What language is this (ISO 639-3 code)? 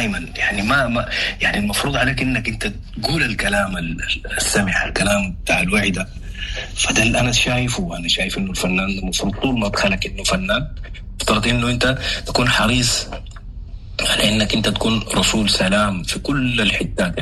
apd